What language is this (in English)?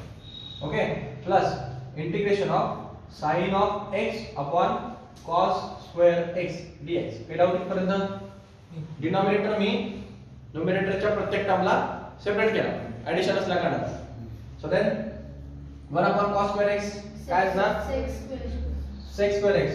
Marathi